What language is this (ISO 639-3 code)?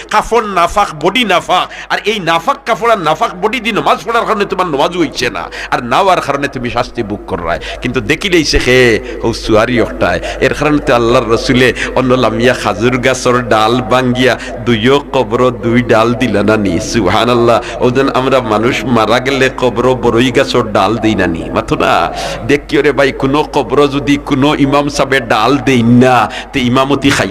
syl